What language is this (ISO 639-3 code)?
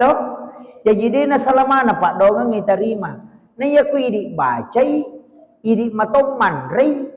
bug